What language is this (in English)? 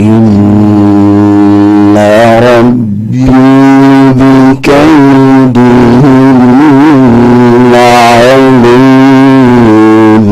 Fula